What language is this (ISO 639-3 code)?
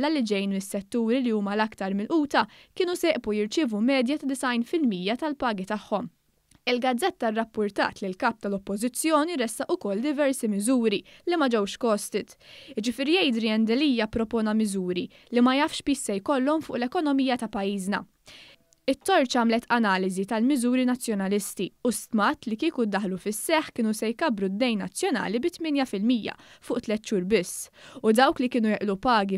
mlt